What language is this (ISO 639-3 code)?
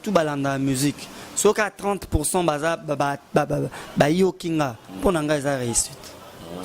lin